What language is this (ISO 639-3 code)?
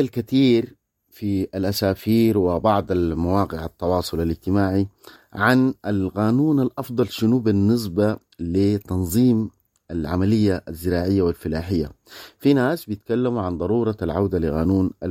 apd